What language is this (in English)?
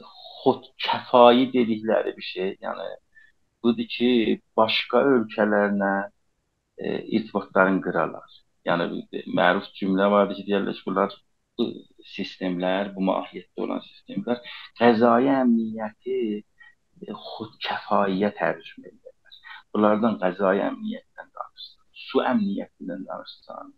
South Azerbaijani